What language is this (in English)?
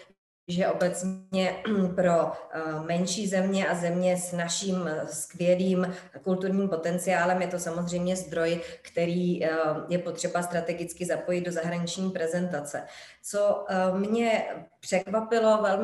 Czech